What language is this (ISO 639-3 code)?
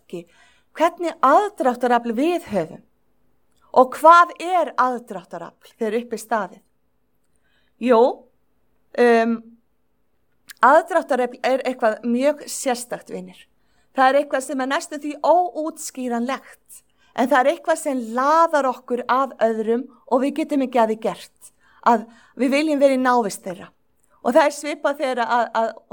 isl